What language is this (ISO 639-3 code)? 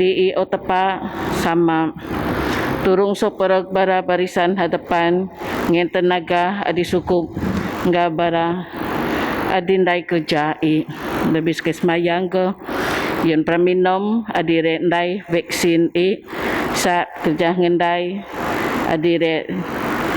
bth